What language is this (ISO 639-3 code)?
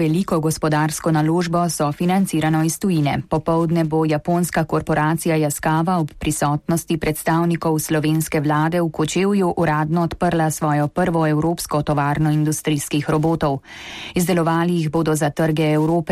slv